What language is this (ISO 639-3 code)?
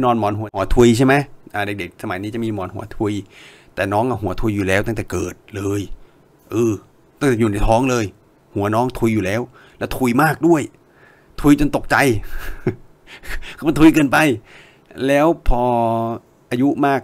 tha